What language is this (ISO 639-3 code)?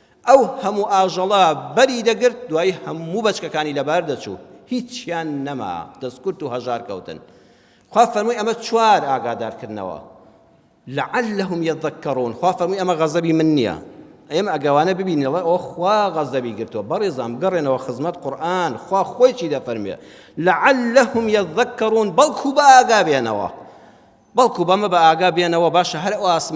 ckb